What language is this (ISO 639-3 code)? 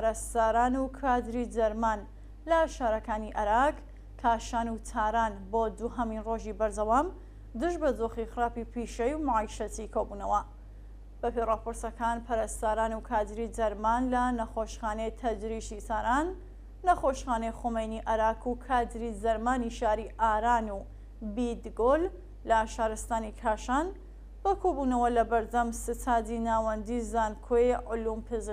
ckb